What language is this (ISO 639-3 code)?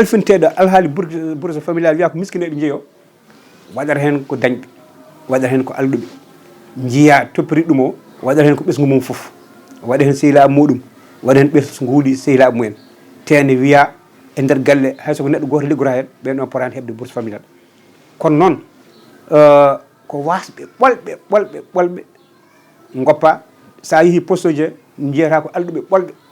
ful